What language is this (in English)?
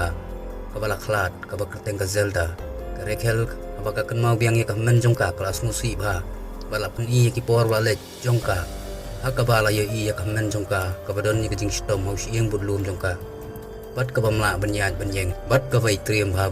Khasi